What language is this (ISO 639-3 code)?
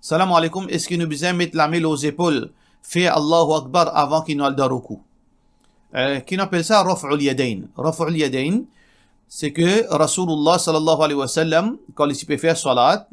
mfe